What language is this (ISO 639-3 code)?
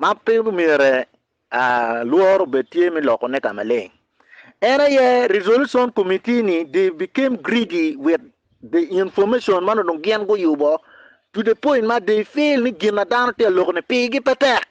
ach